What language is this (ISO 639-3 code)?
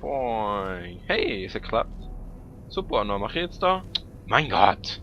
gsw